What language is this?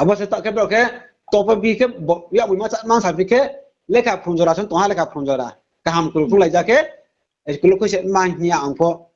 Riang (India)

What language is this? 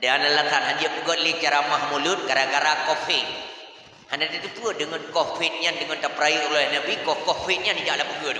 Achinese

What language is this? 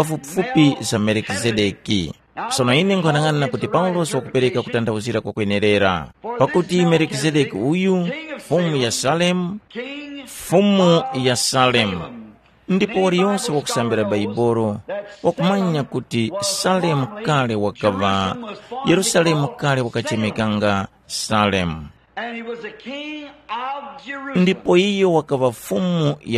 Tumbuka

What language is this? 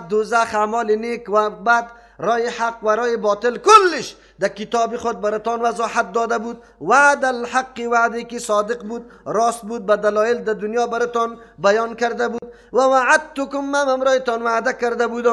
Persian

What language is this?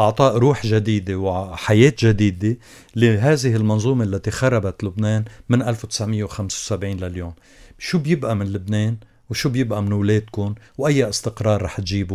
North Levantine Arabic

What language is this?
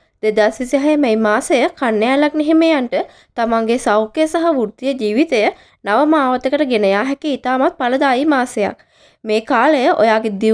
Sinhala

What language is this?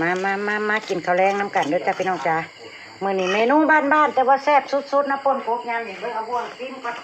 Northeastern Thai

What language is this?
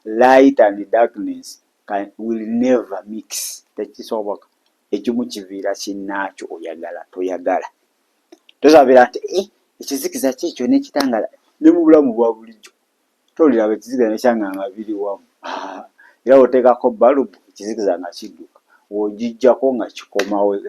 Ganda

